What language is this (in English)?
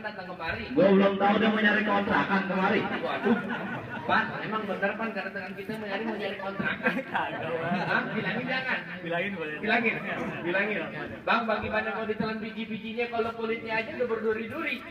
Betawi